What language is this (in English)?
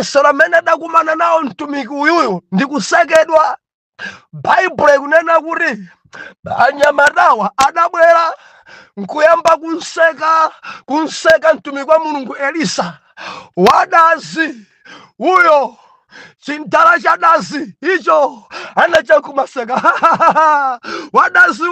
Nyanja